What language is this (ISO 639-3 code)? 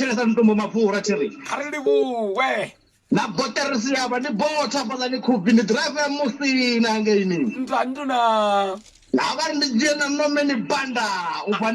ven